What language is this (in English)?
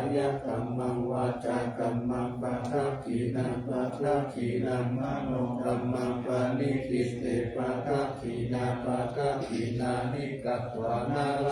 Pali